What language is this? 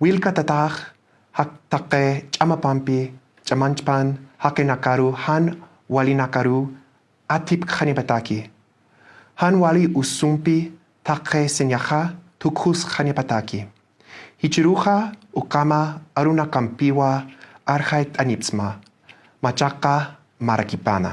Aymara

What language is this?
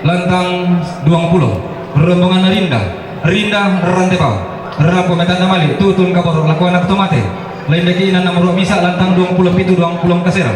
Toraja-Sa'dan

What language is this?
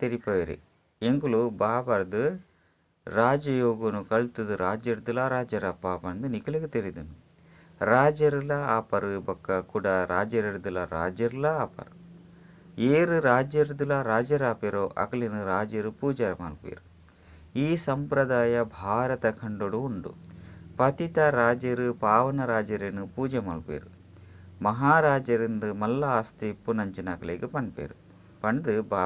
Tulu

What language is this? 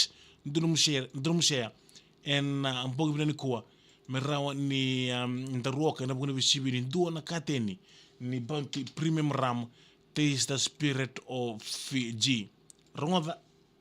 Fijian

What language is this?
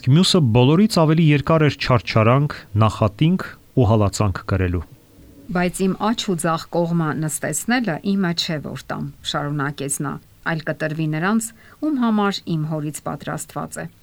Armenian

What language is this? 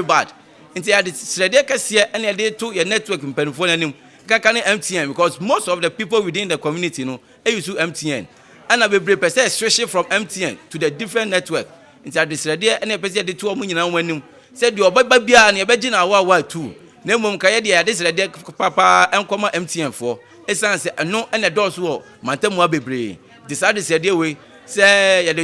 Akan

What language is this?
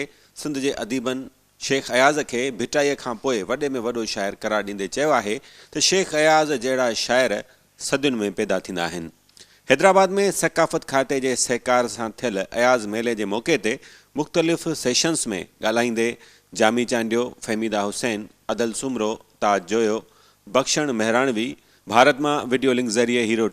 Sindhi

